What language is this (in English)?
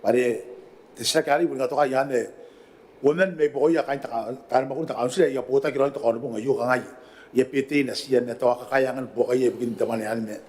Gilbertese